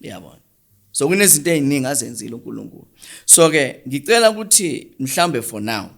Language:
Zulu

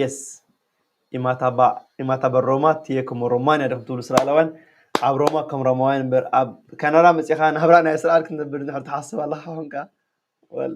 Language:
Tigrinya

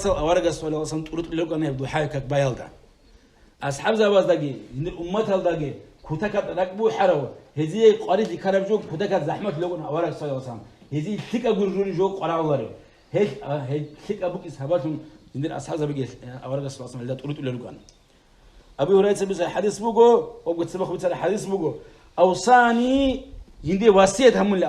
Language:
Avaric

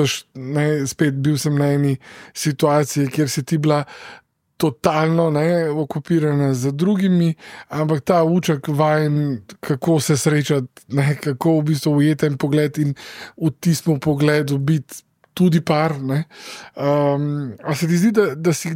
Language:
Slovenian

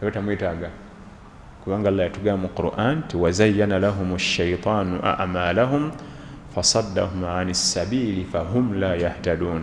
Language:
Ganda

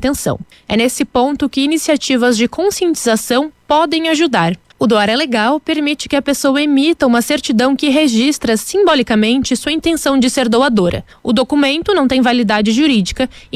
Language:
Portuguese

